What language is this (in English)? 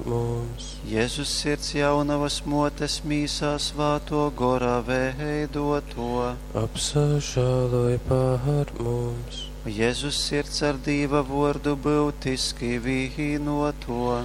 Latgalian